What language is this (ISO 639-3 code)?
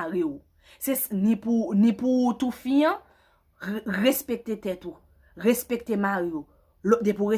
hat